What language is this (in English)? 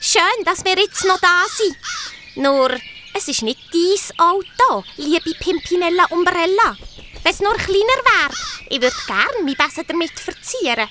Swiss German